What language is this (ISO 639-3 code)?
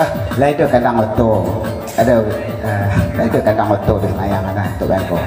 min